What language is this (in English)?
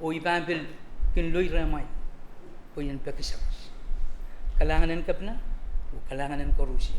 Pohnpeian